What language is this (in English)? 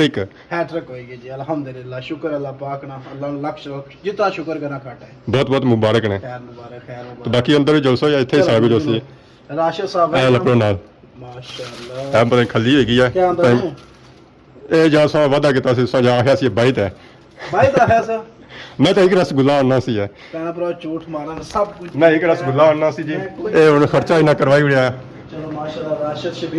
Pahari-Potwari